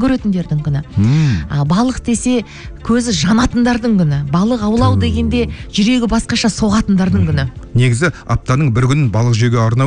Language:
Kazakh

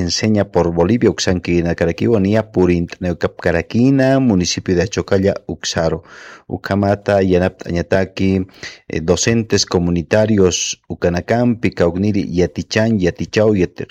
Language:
Aymara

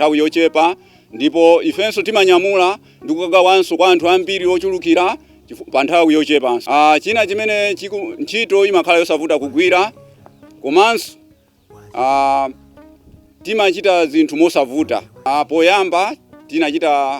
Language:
Nyanja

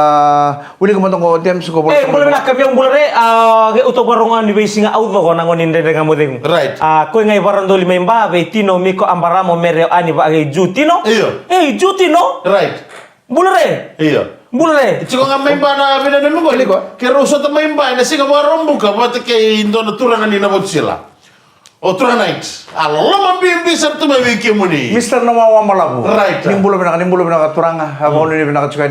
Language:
Fijian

